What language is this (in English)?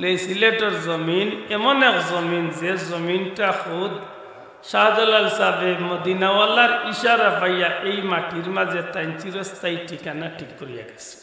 Sylheti